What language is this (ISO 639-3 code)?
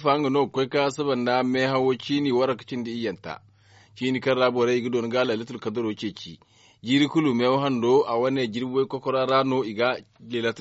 dje